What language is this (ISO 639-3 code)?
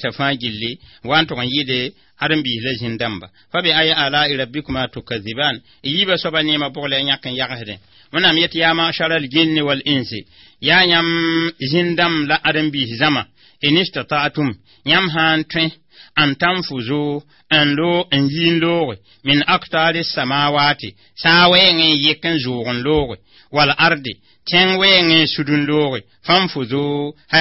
mos